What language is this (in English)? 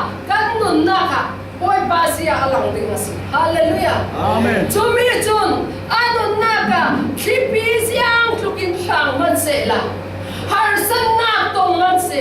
Falam Chin